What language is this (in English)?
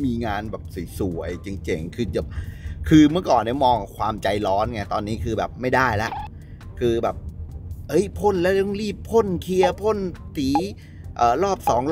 Thai